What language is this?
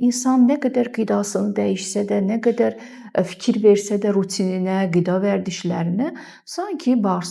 Azerbaijani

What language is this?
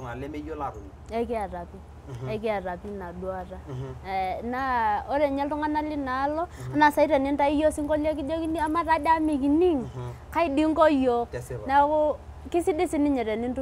Masai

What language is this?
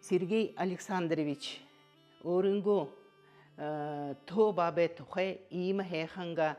Buriat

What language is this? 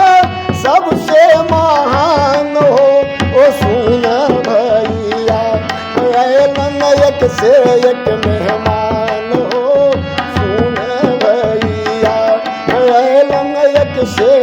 Magahi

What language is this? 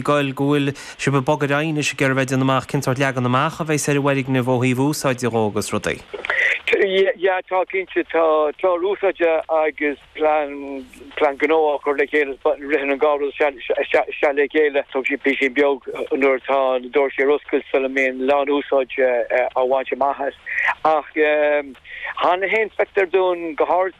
Irish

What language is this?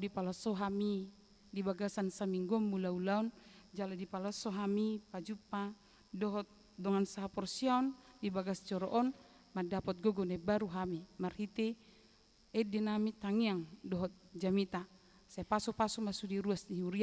Batak Toba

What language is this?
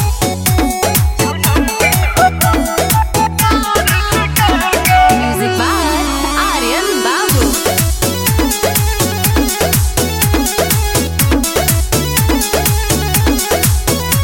Bhojpuri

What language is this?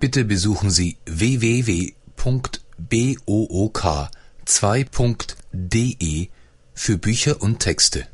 German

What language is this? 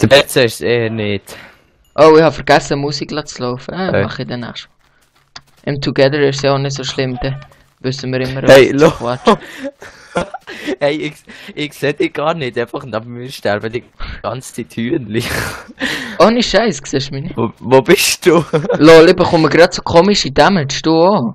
Swiss German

